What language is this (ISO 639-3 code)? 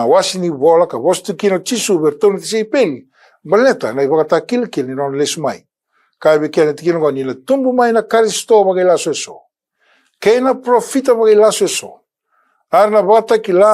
fij